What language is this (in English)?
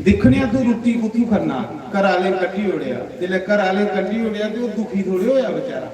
Dogri